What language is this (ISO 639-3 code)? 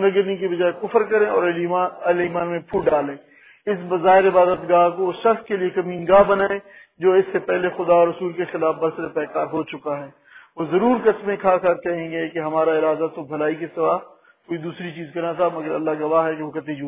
urd